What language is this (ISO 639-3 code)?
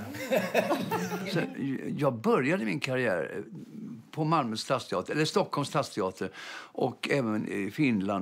swe